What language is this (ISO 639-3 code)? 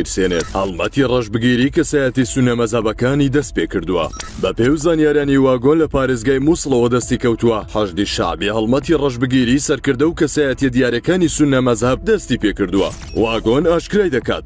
ckb